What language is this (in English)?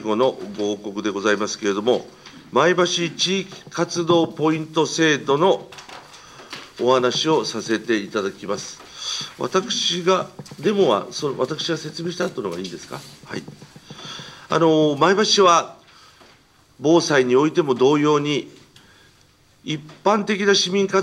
Japanese